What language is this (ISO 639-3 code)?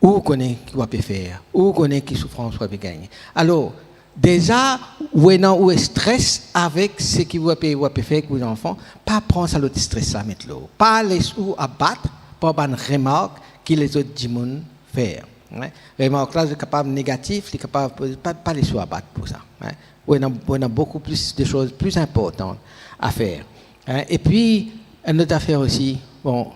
mfe